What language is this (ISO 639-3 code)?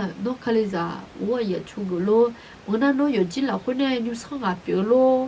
ahk